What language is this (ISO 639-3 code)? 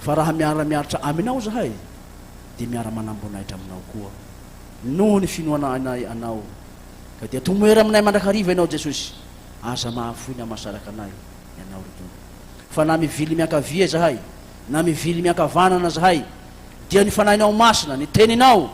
mlg